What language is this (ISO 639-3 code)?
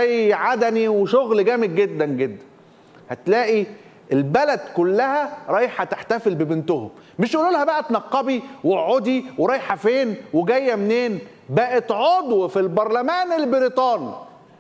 arz